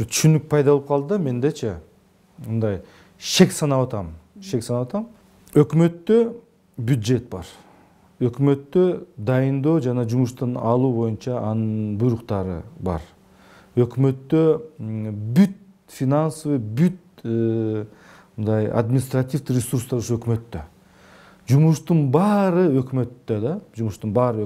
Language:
Kyrgyz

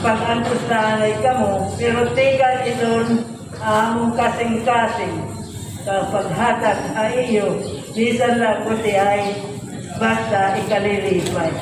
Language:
Waray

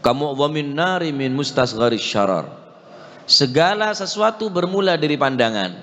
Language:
Madurese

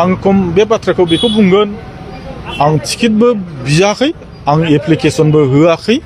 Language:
Bodo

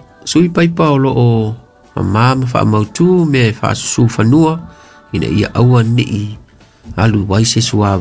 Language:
Samoan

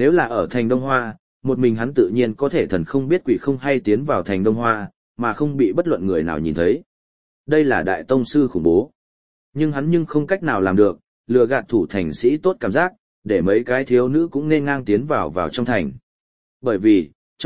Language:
Vietnamese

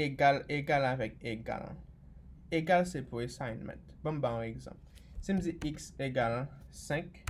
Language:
Haitian Creole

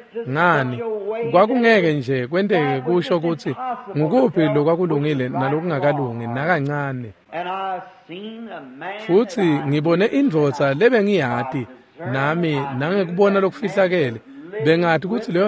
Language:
Swati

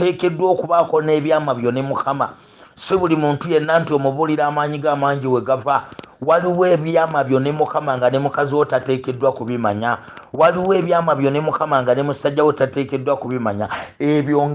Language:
Ganda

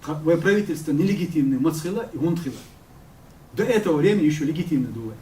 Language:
Chechen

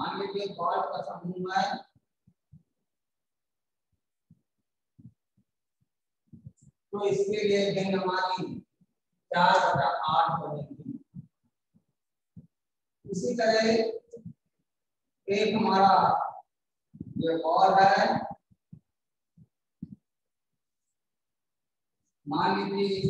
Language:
Hindi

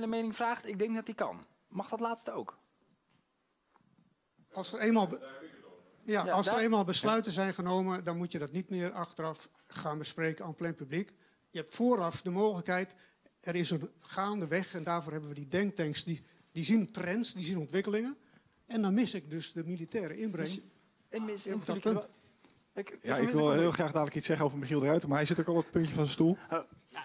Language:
Dutch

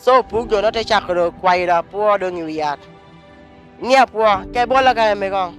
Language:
Lango (Uganda)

